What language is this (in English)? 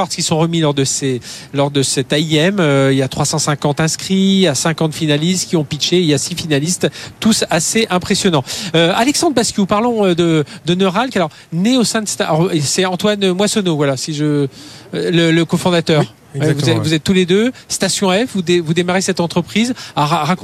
French